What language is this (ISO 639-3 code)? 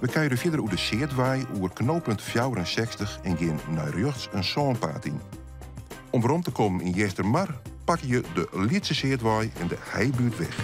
fry